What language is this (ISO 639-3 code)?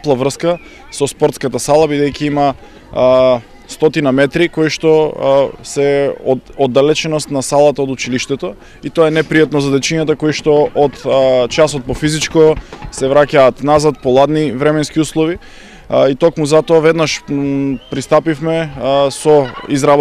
mkd